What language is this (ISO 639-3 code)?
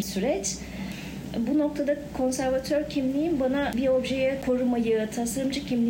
tur